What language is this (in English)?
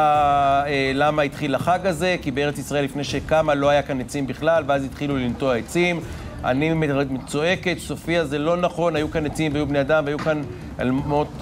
Hebrew